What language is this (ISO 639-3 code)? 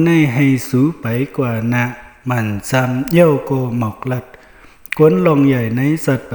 shn